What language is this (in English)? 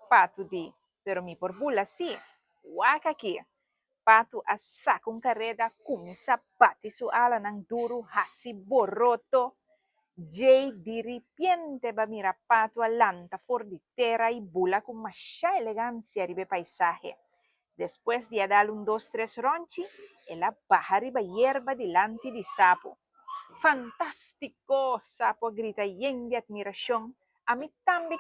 Papiamento